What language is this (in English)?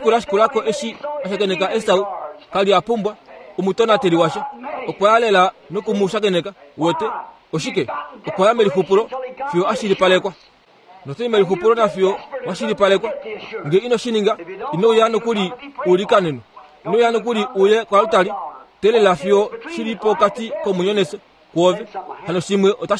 Kuanyama